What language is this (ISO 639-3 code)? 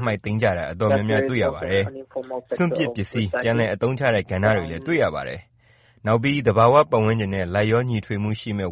mya